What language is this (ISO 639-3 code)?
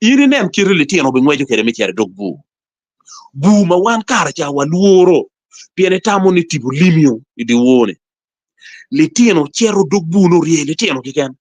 ach